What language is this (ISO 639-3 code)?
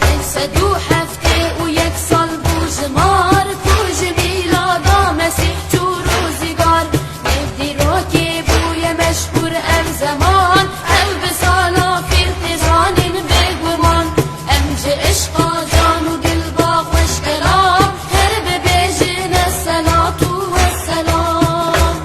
kur